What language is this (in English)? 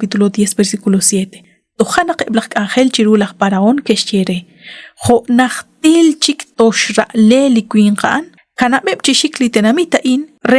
Kekchí